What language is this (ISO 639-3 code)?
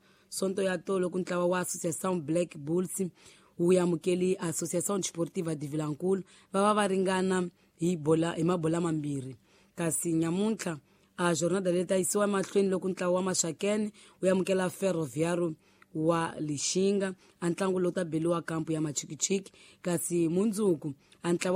tso